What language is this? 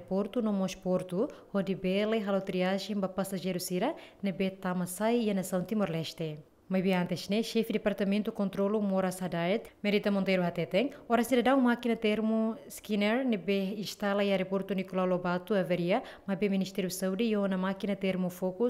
Tetum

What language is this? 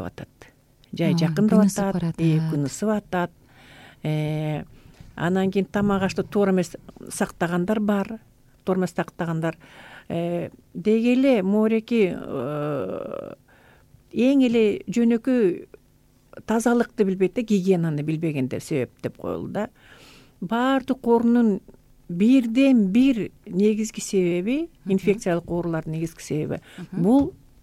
Kyrgyz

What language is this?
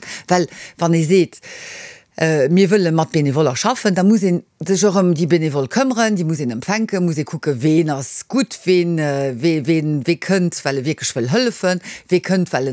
Luxembourgish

